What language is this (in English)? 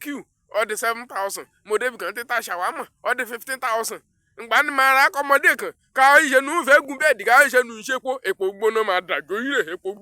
Yoruba